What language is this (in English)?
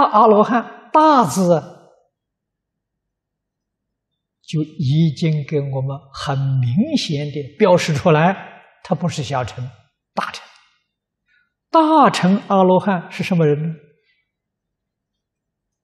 Chinese